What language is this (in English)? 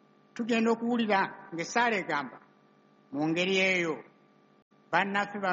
Ganda